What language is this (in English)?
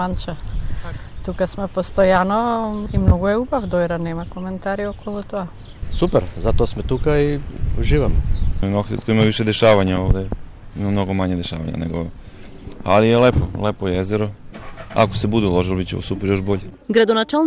Macedonian